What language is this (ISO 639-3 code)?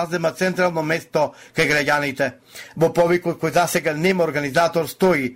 mkd